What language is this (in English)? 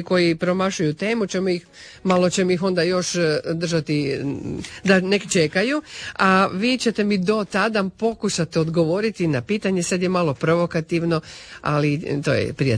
Croatian